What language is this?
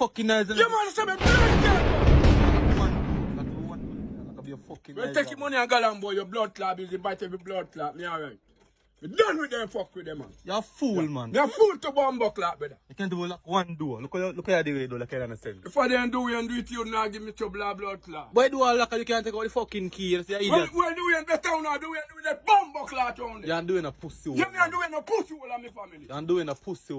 Jamaican Creole English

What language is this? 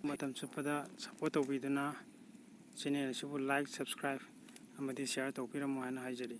Manipuri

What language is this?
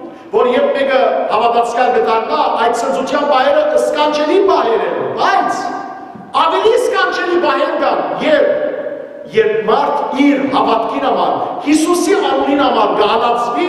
Western Armenian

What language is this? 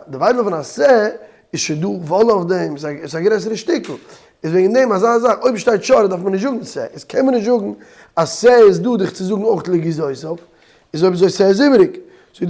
Yiddish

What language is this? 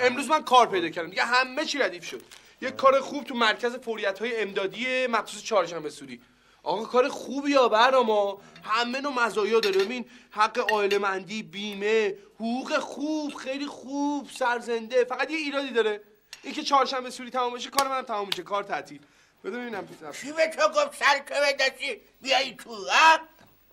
Persian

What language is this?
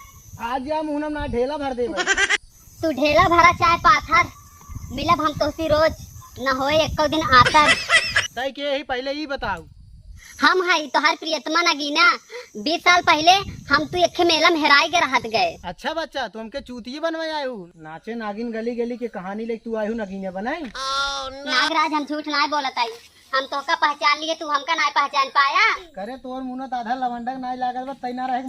Awadhi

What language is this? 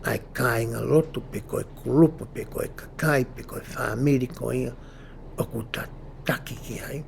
Tongan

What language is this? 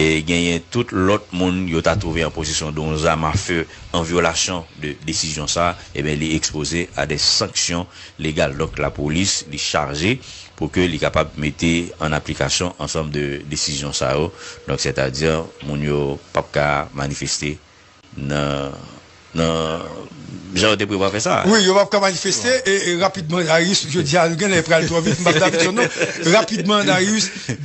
Haitian Creole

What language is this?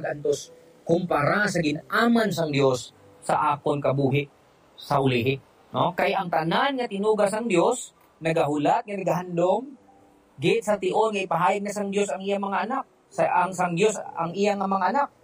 Hiligaynon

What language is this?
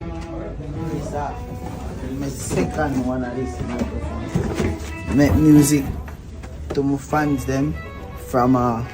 Jamaican Creole English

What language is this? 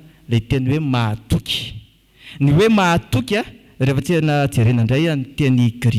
Malagasy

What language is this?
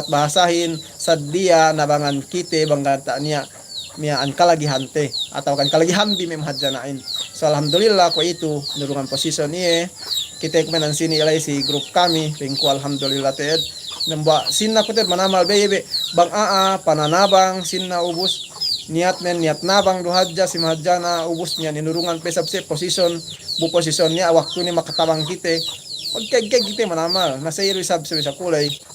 Yakan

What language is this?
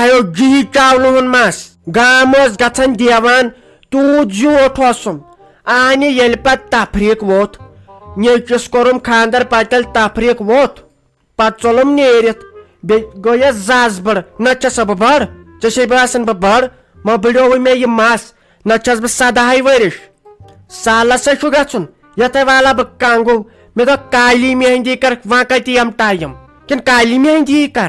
Kashmiri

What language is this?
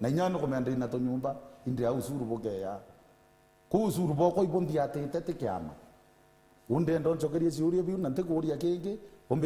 Meru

